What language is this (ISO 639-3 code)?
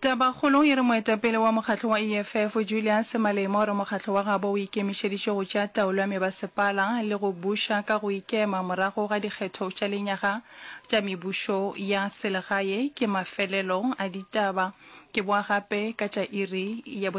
nso